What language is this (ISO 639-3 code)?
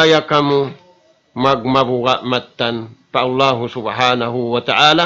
tsg